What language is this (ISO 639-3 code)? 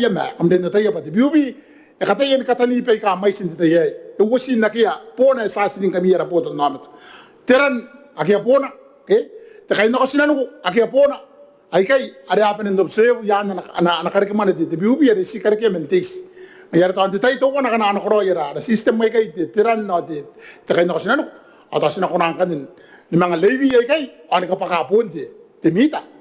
gil